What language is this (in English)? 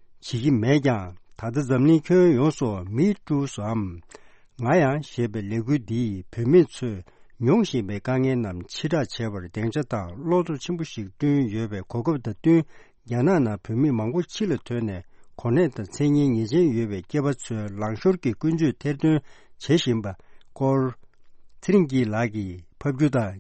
Tibetan